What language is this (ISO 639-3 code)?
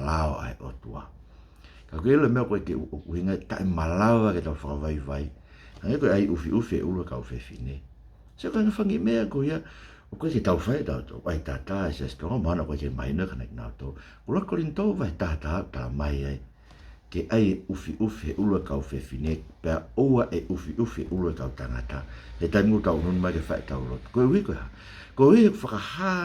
ton